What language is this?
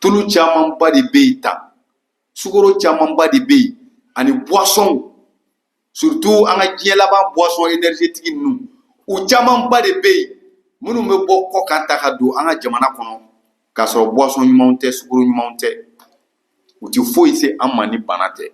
Bambara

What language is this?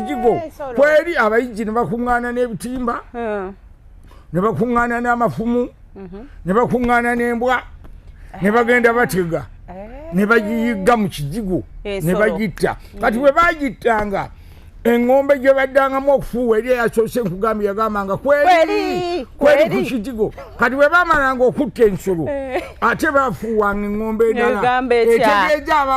Ganda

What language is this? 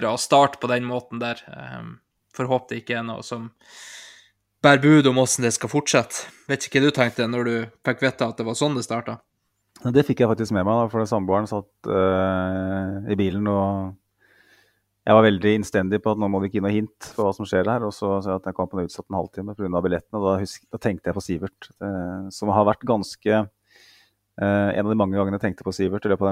Norwegian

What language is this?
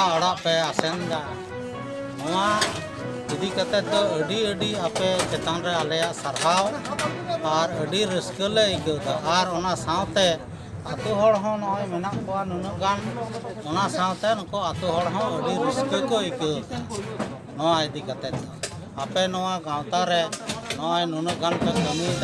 Santali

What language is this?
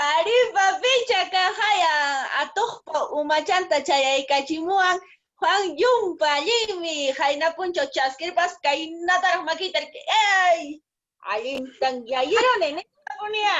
Quechua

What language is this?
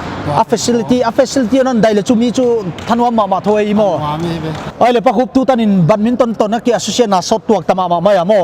Paite Chin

